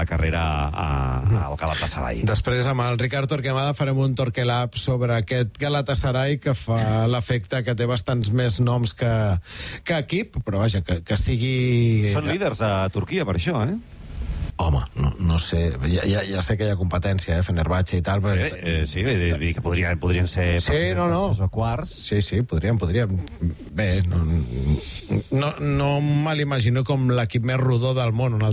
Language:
Catalan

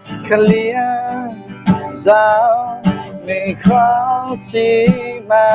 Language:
Akha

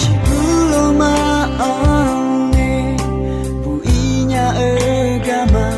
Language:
Akha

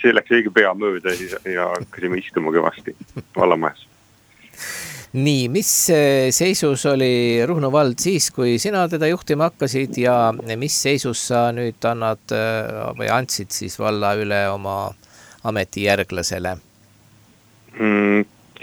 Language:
Estonian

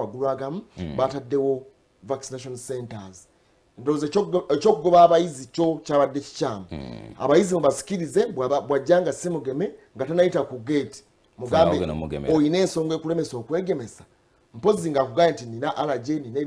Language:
Ganda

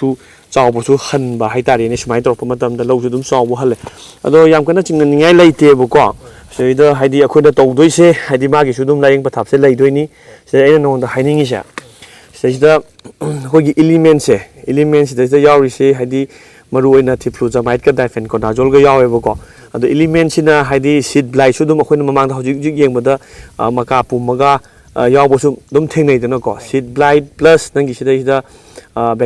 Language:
Manipuri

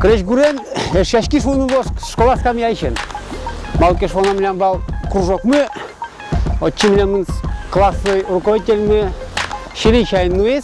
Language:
Udmurt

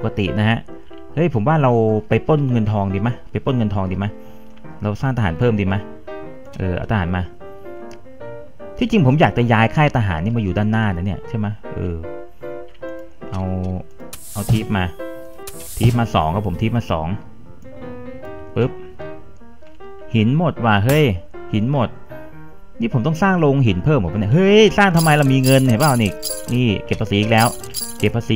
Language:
Thai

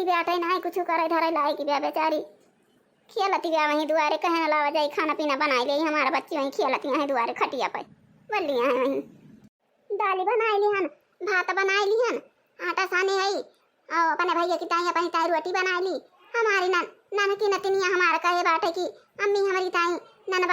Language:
Awadhi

